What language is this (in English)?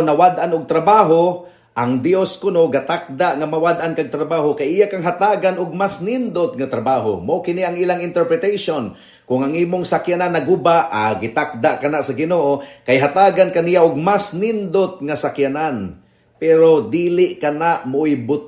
Cebuano